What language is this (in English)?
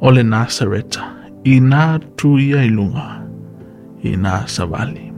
Samoan